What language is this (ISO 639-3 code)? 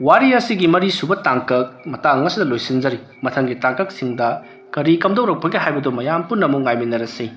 mni